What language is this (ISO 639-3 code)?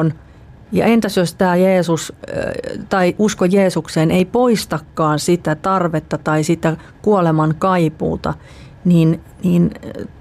fin